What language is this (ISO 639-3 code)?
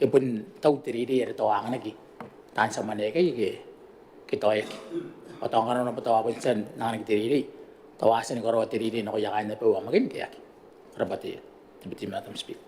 gil